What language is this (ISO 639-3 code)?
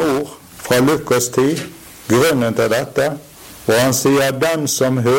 nor